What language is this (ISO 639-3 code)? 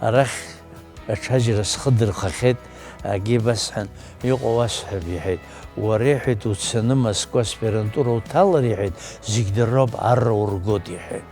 abk